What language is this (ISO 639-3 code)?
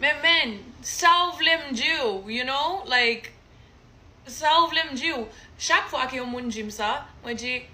hat